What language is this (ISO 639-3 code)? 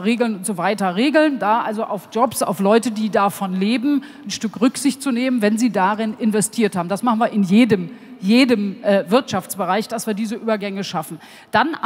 deu